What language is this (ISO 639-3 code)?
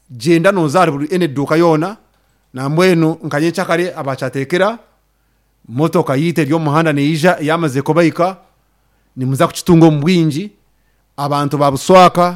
nyn